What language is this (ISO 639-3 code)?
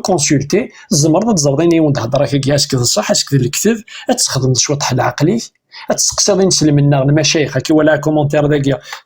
kab